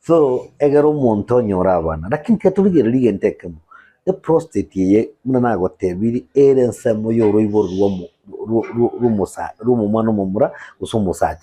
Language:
Gusii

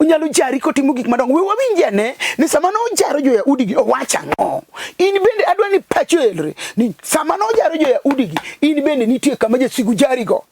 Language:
Luo (Kenya and Tanzania)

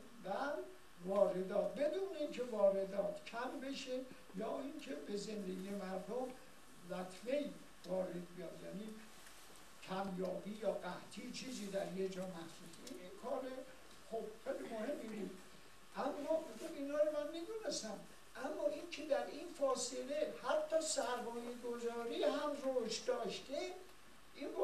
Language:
Persian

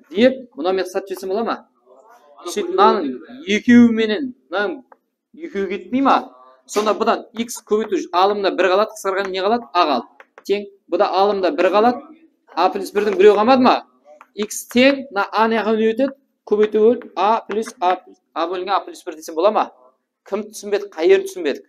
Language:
Kara-Kalpak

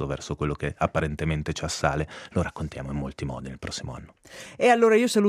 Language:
Italian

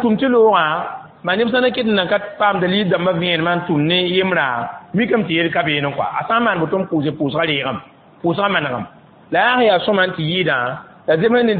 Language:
Mossi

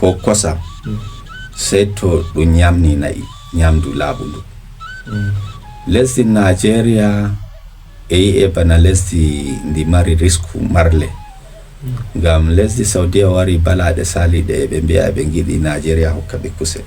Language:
Fula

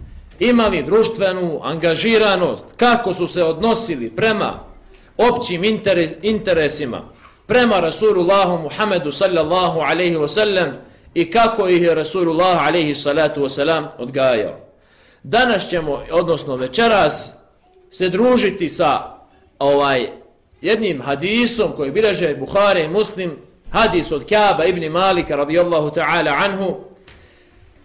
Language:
Bosnian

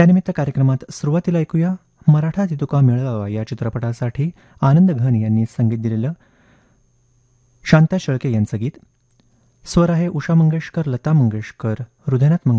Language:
Marathi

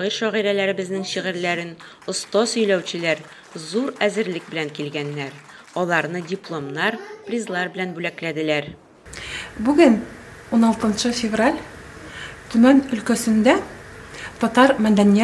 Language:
Tatar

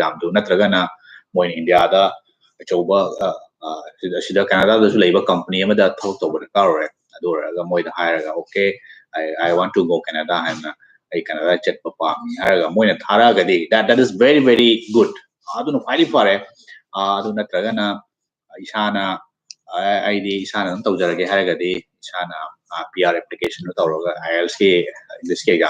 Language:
Manipuri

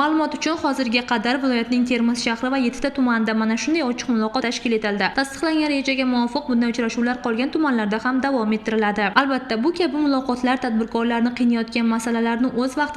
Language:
Uzbek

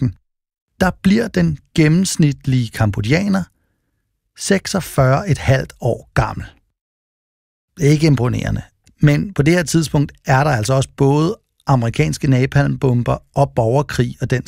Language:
Danish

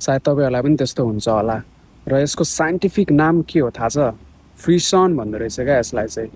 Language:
Nepali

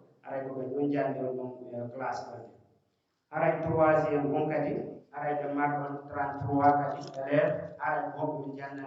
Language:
Pular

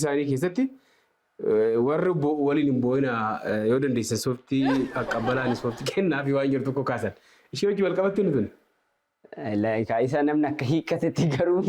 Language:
Oromo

